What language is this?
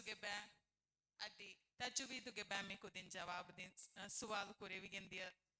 Divehi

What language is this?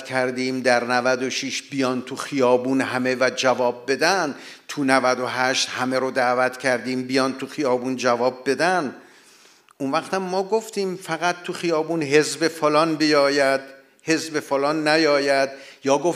Persian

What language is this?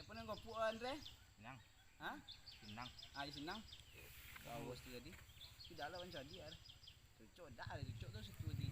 Minangkabau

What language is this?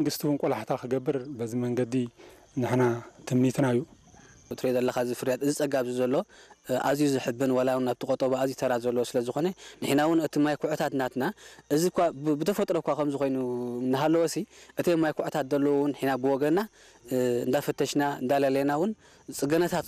Tigrinya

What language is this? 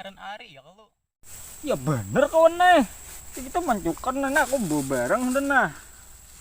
Banjar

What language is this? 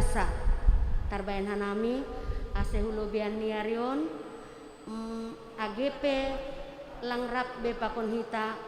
Batak Simalungun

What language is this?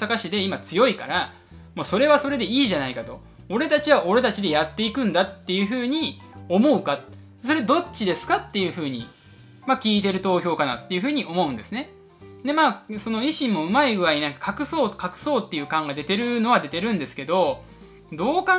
Japanese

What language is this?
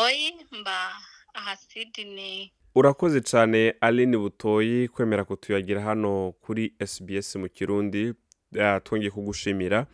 Rundi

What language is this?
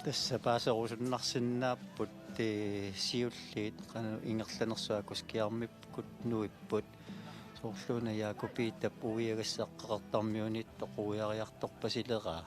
Kalaallisut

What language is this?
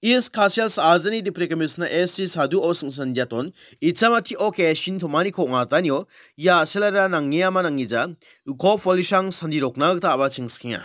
Garo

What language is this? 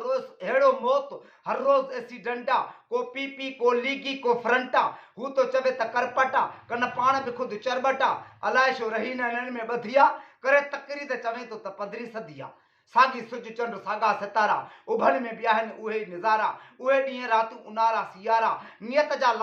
Sindhi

